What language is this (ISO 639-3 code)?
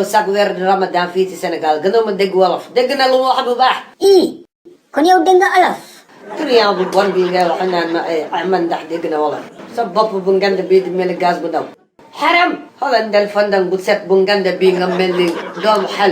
wol